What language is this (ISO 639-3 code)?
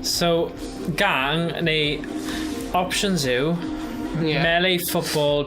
cym